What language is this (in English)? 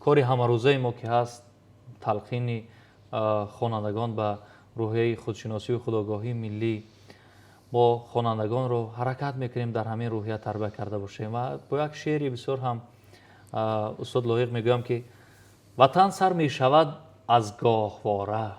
Tajik